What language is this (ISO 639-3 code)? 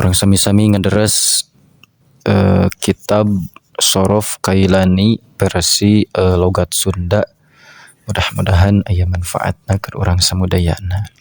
sun